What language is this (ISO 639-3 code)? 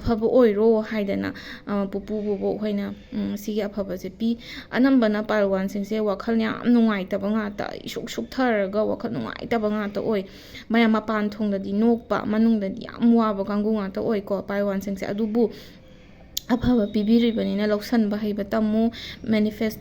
mni